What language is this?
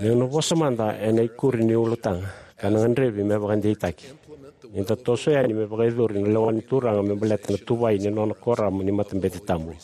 Fijian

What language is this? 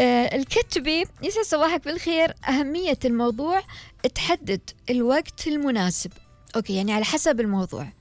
Gulf Arabic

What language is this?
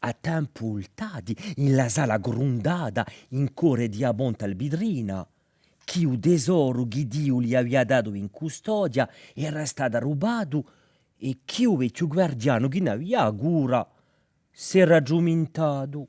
Corsican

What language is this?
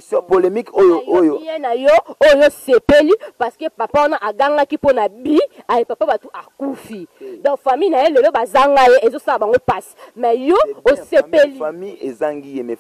Lingala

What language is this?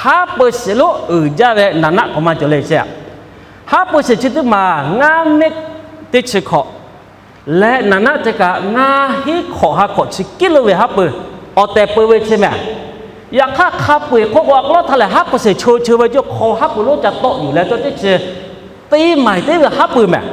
Lahu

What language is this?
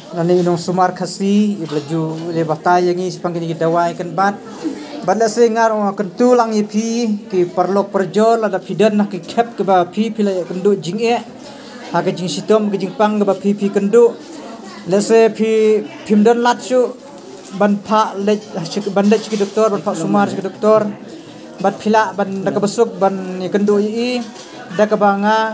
Khasi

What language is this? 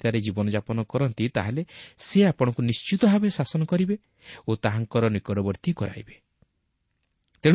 Odia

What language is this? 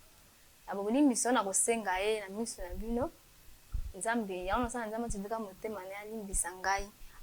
Lingala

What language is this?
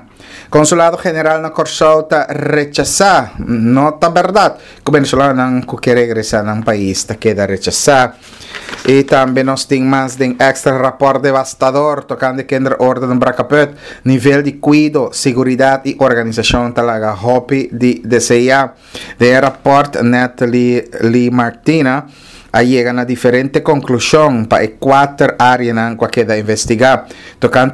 Papiamento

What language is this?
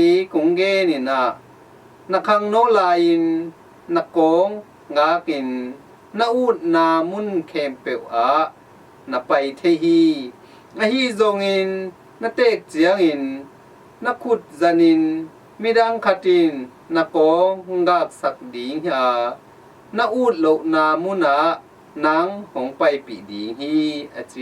Tedim Chin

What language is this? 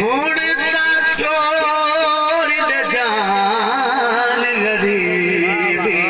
Saraiki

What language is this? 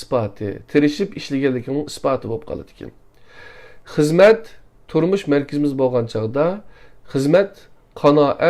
Uyghur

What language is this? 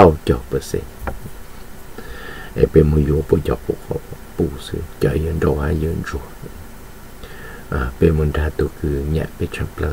Vietnamese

